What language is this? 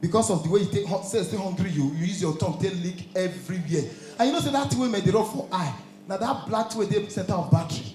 Nigerian Pidgin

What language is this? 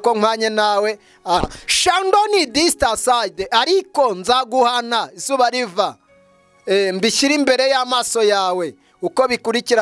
Kinyarwanda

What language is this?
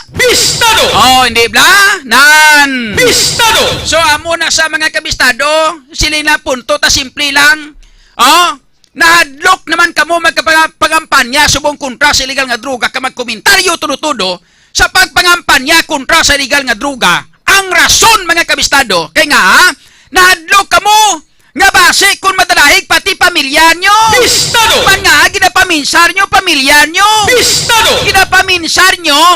Hiligaynon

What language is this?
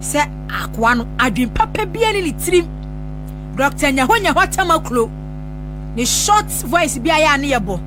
Akan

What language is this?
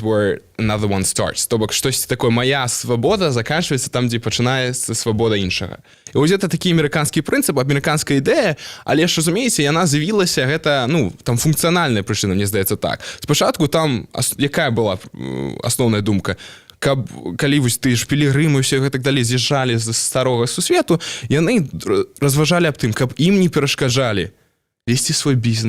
Belarusian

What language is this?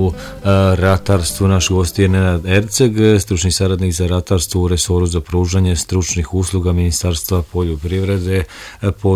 Croatian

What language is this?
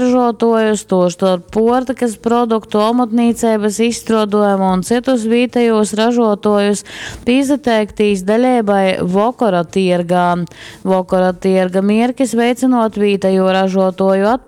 Latgalian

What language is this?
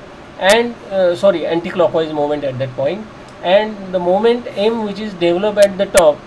English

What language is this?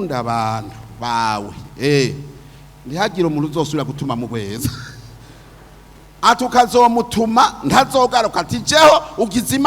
Rundi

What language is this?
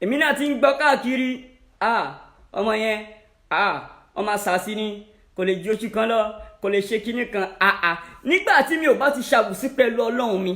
Yoruba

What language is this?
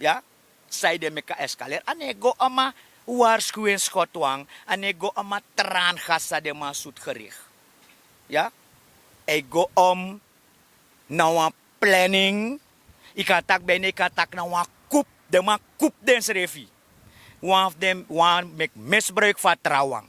Sranan Tongo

